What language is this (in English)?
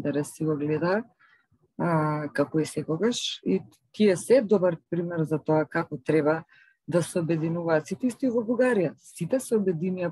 Macedonian